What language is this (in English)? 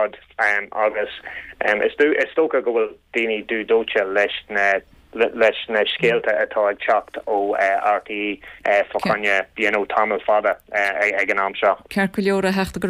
Irish